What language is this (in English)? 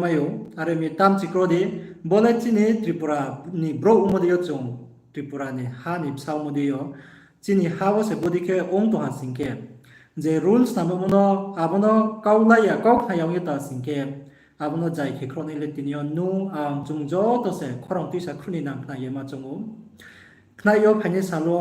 Riang (India)